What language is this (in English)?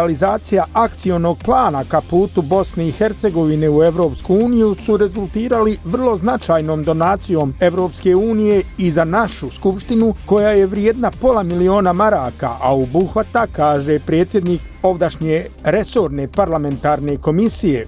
Bosnian